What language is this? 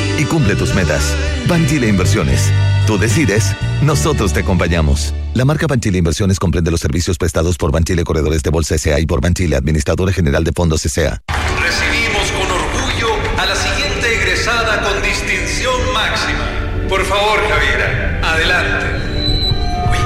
Spanish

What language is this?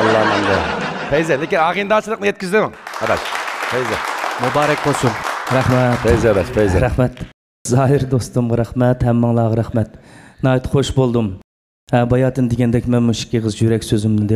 Uyghur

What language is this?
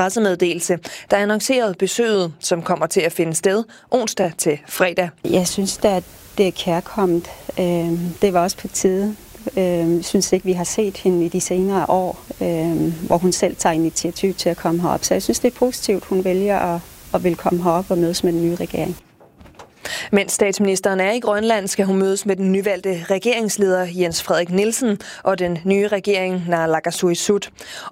Danish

